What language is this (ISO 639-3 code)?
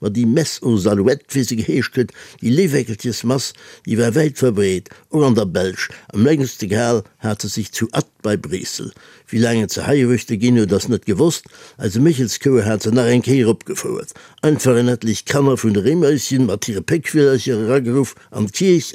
ltz